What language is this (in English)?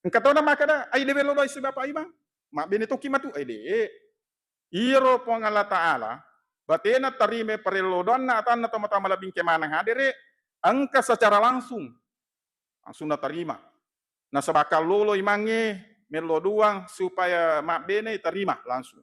Buginese